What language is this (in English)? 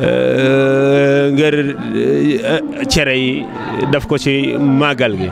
Wolof